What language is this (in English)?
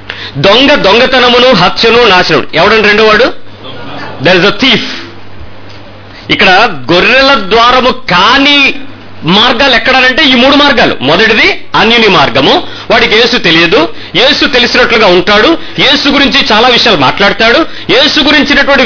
Telugu